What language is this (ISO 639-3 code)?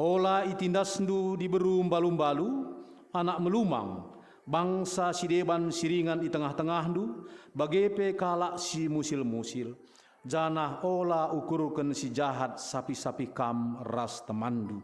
btx